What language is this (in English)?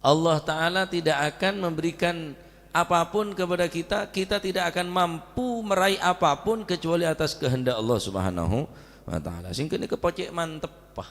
Madurese